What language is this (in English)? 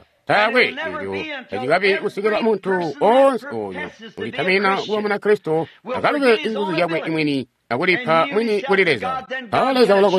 Tonga (Zambia)